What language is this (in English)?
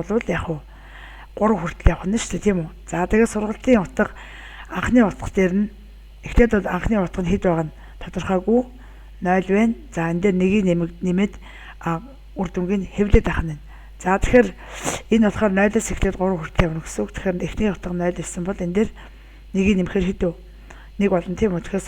Mongolian